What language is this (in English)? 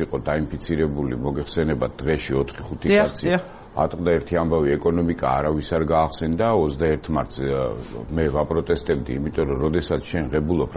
Georgian